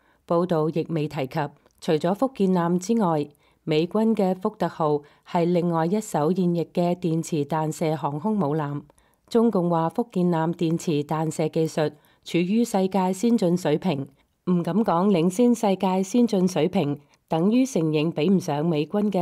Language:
Cantonese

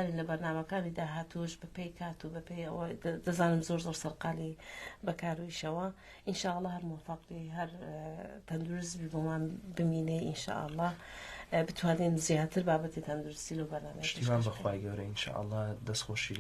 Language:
Central Kurdish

